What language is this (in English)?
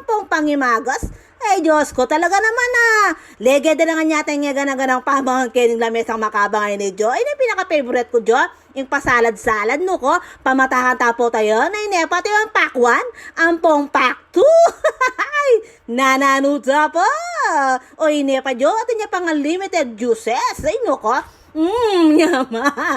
Pampanga